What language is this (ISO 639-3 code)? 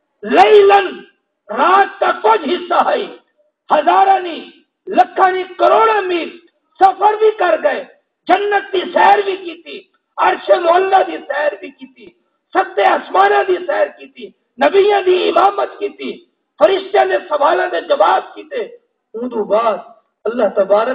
skr